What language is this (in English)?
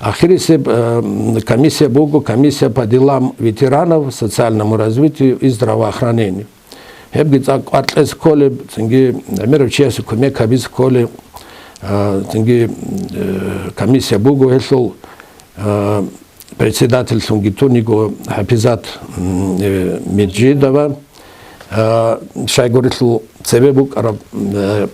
Avaric